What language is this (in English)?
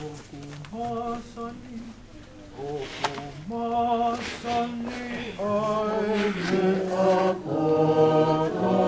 Tongan